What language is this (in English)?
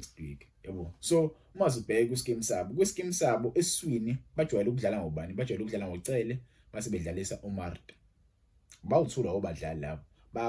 Zulu